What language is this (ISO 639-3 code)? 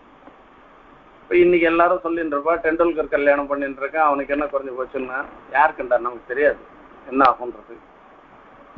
tam